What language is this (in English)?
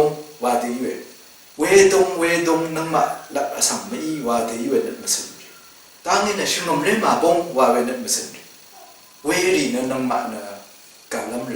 Rawang